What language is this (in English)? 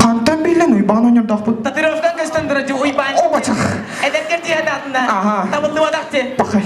Yakut